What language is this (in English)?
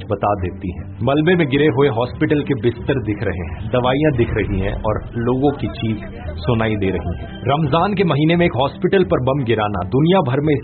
Hindi